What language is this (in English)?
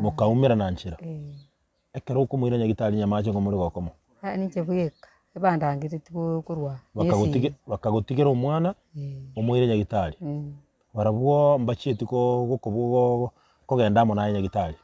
Gusii